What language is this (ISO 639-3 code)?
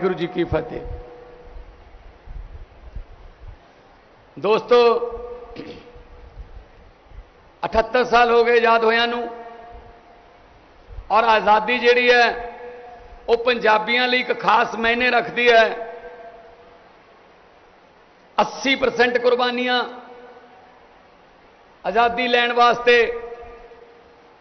pan